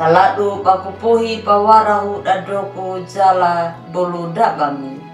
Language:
Anakalangu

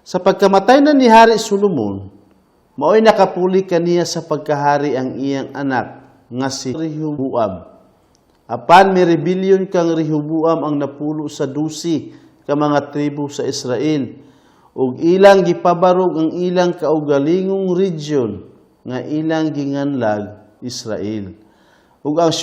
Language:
Cebuano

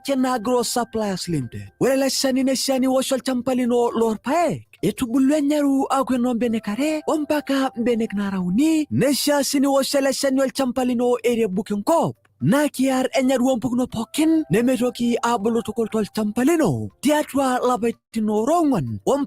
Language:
Masai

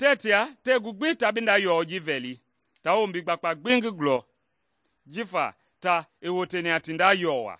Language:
Mende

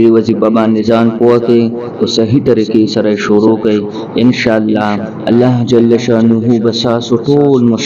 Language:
Pashto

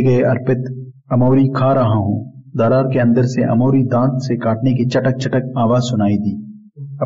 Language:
Hindi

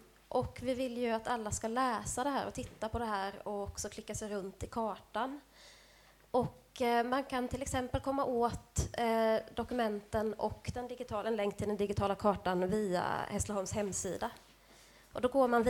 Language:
Swedish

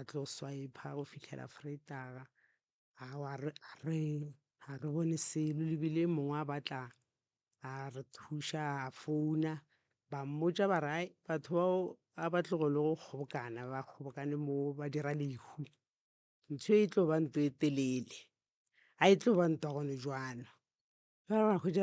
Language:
Northern Sotho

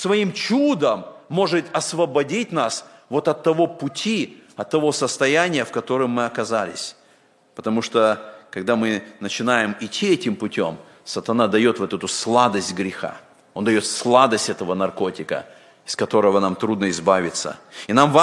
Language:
Russian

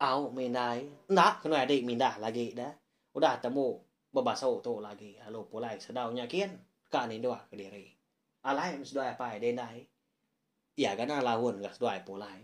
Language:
Iban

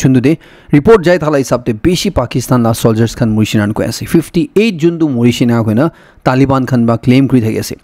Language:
Naga Pidgin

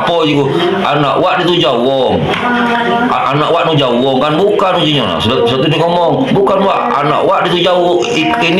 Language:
Musi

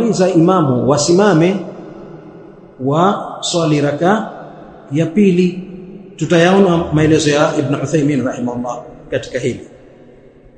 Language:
Swahili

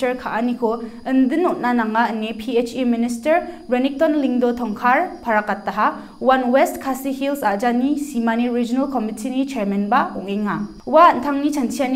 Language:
Garo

